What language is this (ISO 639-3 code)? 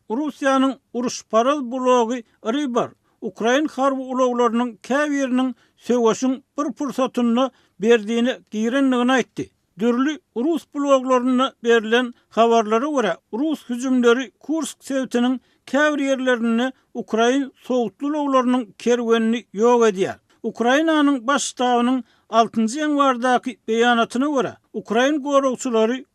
tuk